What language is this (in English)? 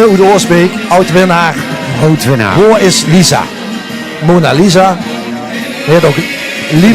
Limburgish